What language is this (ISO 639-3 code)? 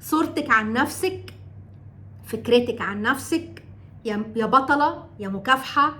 arz